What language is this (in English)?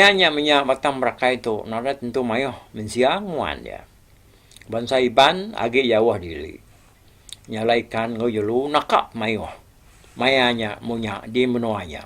Iban